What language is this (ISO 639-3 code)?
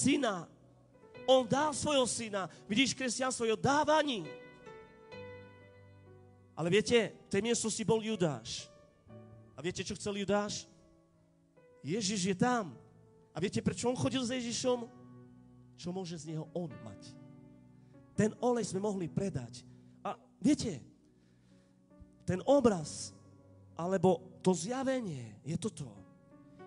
slk